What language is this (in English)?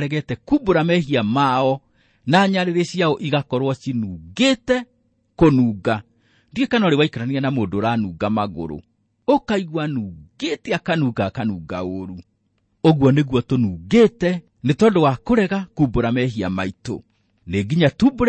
Kikuyu